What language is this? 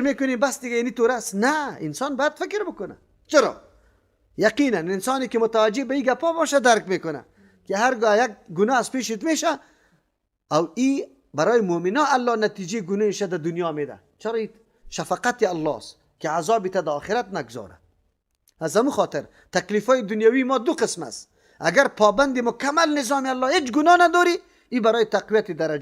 Persian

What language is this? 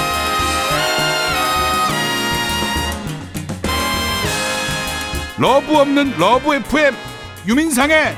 Korean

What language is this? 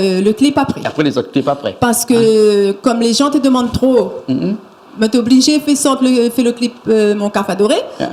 Réunion Creole French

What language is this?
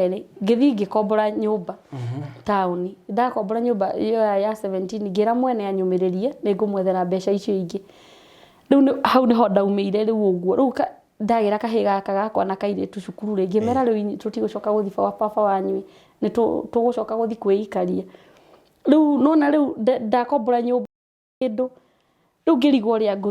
Kikuyu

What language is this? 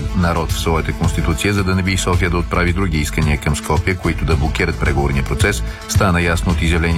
Bulgarian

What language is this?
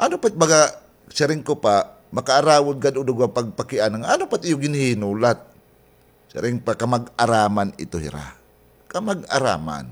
Waray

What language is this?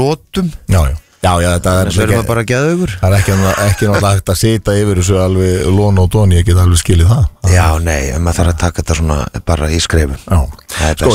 Icelandic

